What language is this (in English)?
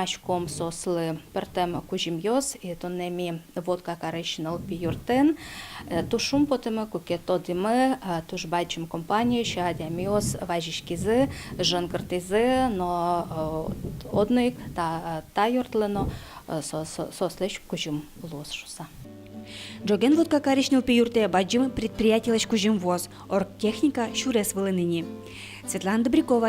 Udmurt